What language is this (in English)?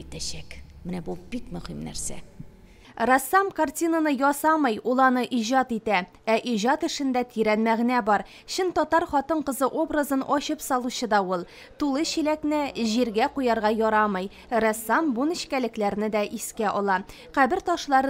Tatar